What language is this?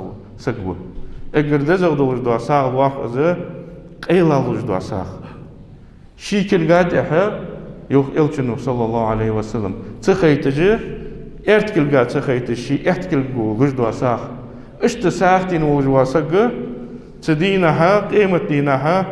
Ingush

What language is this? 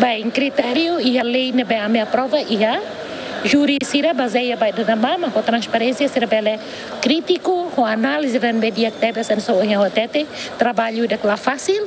Tetum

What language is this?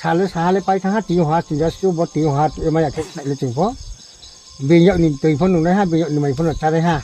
Riang (India)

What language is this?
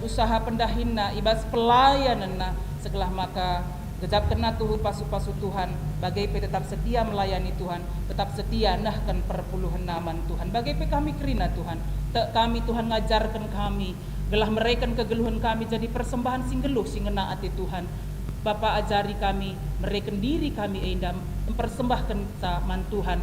Batak Karo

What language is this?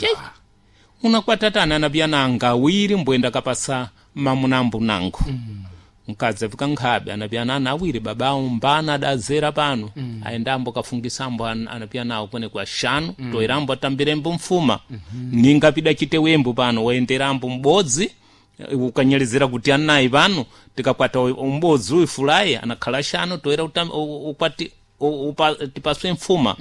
Sena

